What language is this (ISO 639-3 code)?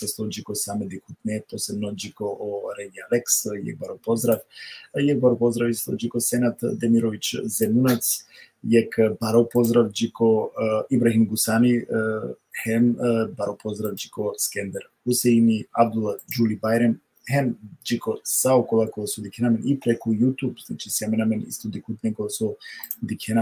rmn